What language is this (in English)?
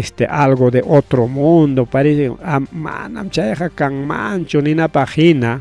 Ayacucho Quechua